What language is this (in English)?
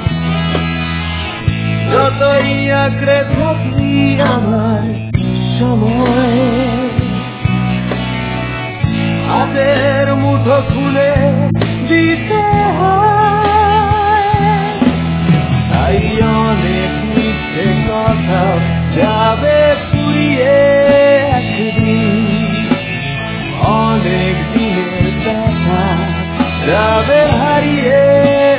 Bangla